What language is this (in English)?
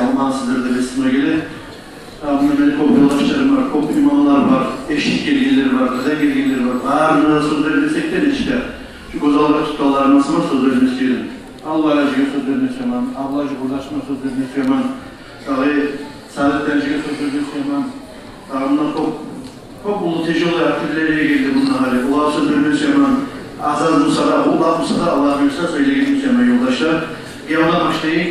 Kumyk